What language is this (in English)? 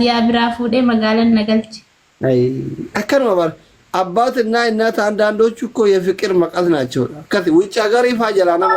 Oromo